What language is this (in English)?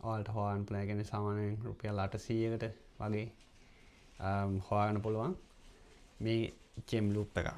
Sinhala